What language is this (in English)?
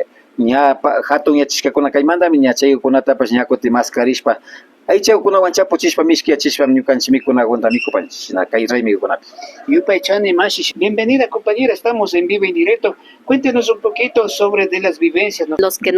Imbabura Highland Quichua